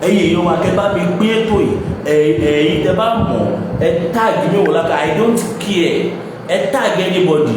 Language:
Yoruba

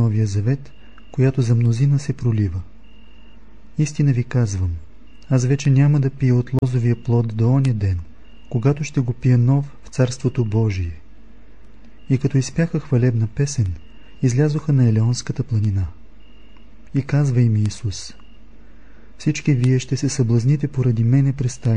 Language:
Bulgarian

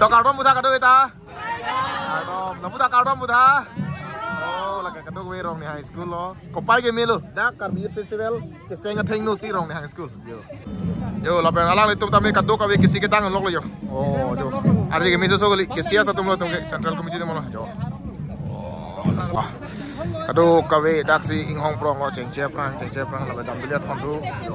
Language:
Karbi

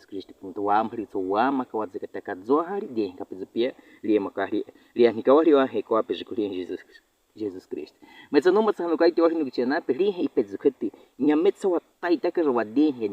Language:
Baniwa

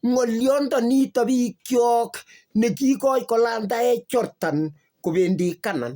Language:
Kalenjin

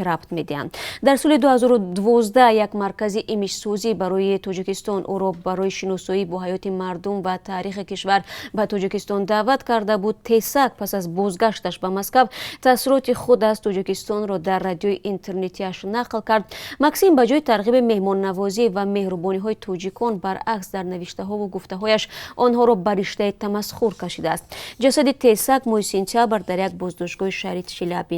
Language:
Tajik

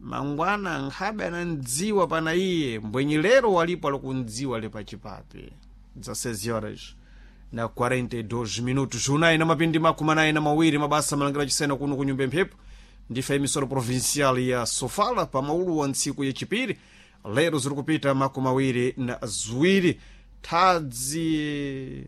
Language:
Sena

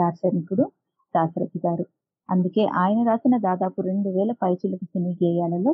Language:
Telugu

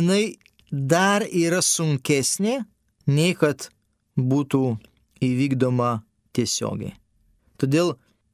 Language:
Lithuanian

